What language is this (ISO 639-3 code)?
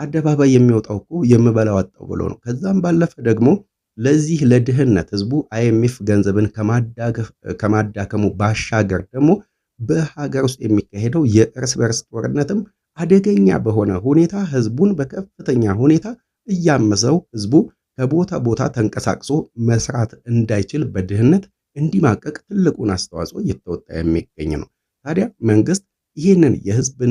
amh